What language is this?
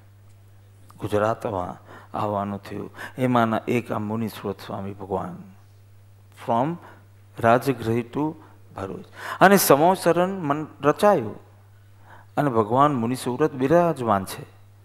Gujarati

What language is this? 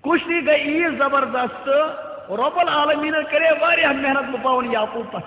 Kashmiri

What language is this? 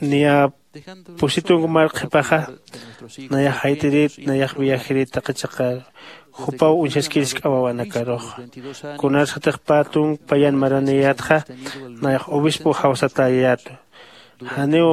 Aymara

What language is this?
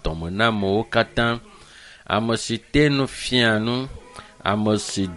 Ewe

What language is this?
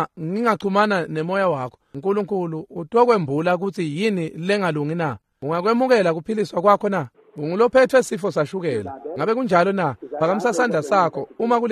Swati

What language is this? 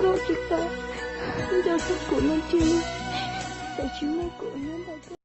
Hmong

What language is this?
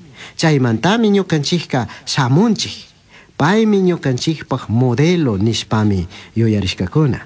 Chimborazo Highland Quichua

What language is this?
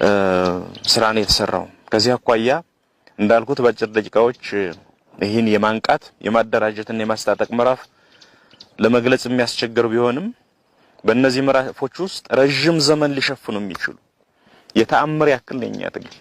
Amharic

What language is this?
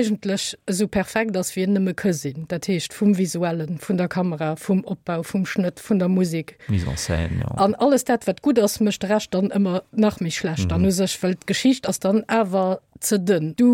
Luxembourgish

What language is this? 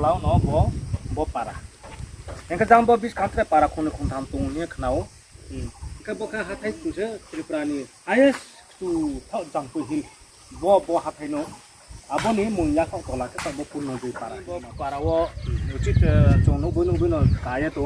Riang (India)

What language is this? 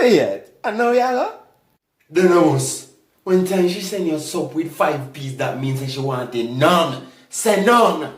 Jamaican Creole English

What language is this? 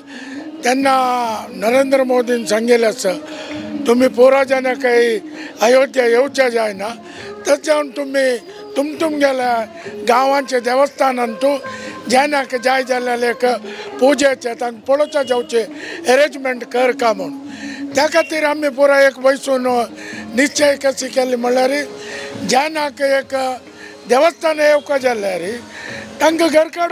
Konkani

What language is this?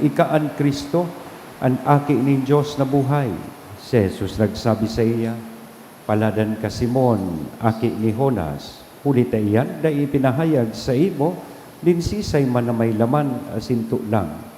Bikol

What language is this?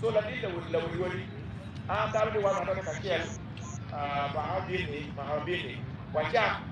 Acoli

